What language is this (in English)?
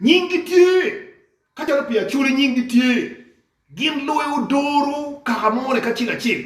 Acoli